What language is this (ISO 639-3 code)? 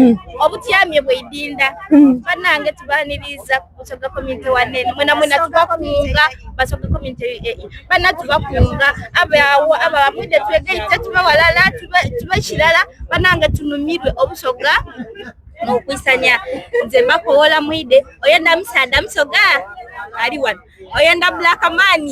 xog